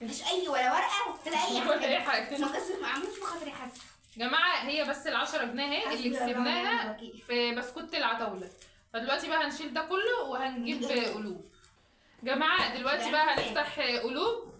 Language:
Egyptian Arabic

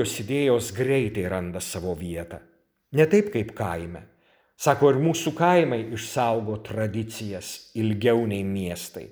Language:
Lithuanian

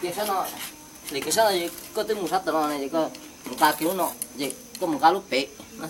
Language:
Hmong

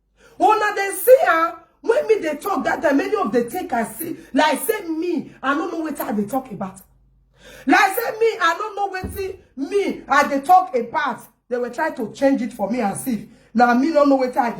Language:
Nigerian Pidgin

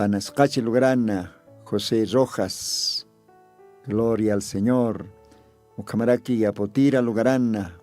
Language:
Aymara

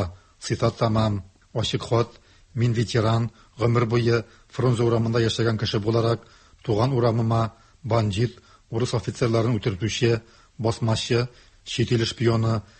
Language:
Tatar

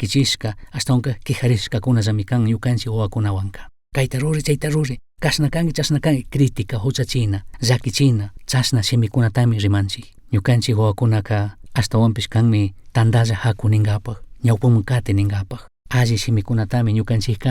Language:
Chimborazo Highland Quichua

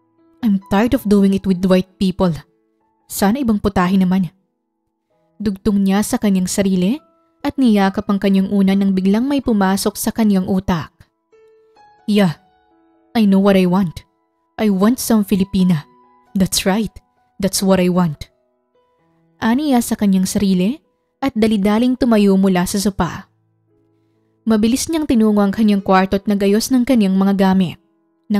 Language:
Filipino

